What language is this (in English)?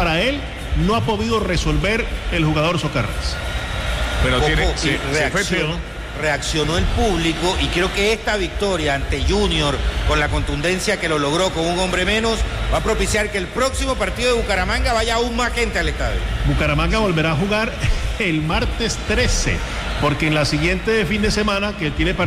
Spanish